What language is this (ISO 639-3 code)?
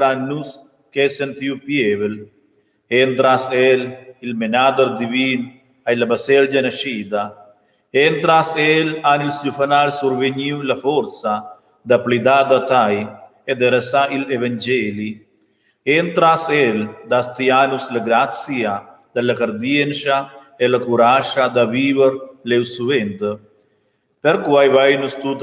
roh